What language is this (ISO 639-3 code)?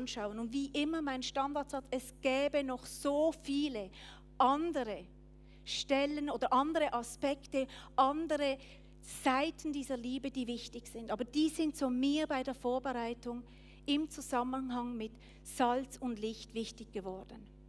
gsw